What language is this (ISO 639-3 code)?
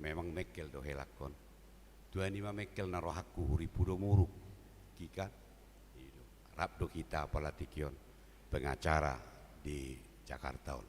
bbc